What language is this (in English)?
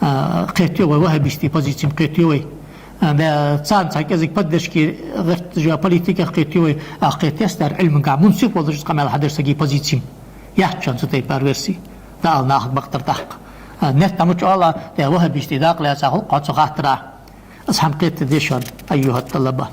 Ingush